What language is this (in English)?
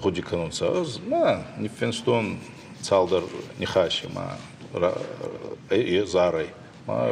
Ossetic